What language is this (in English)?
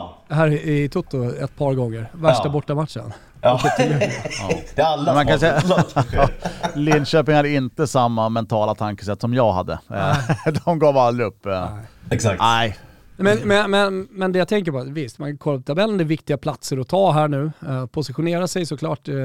Swedish